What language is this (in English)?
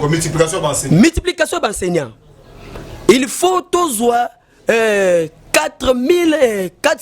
Lingala